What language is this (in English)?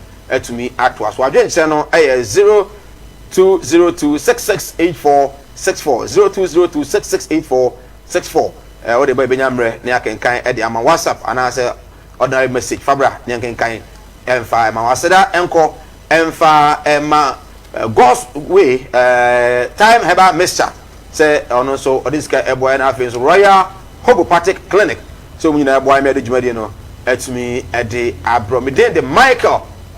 Akan